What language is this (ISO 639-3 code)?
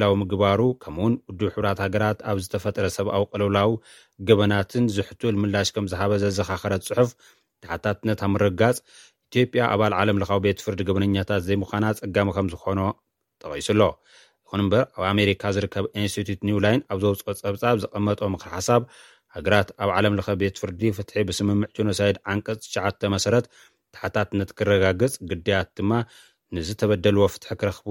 tir